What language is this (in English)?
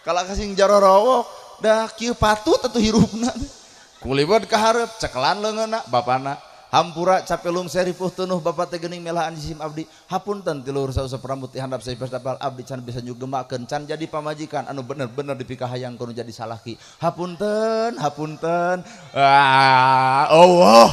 Sundanese